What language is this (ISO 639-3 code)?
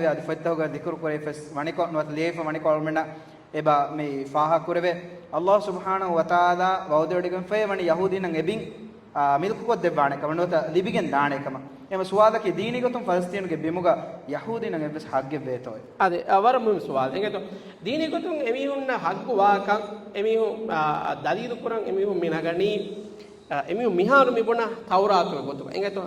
div